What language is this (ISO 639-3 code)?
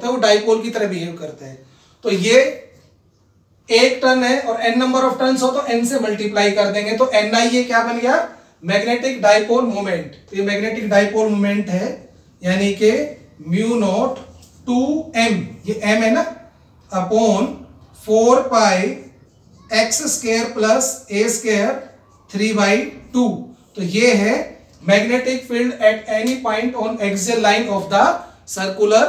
hin